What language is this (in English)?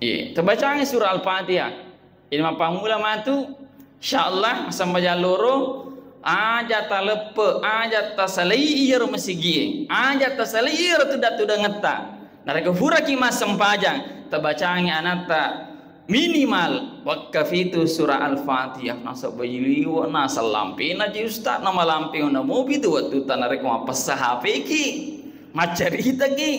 Buginese